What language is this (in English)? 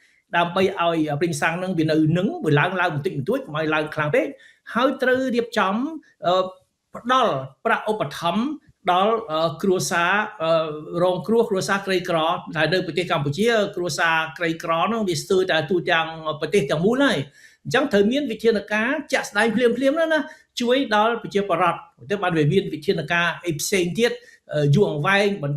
Khmer